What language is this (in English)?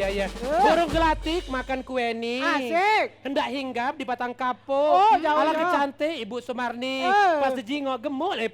Musi